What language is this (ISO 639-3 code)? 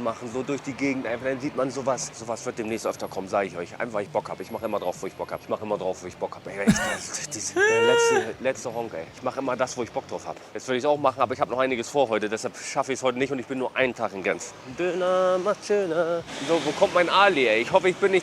gsw